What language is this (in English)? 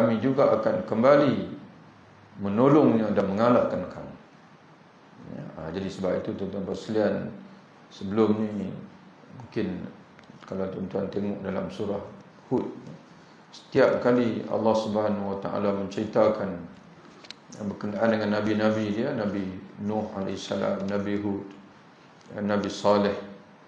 Malay